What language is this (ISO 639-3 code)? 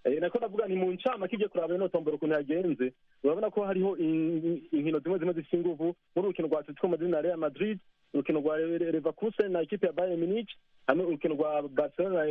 run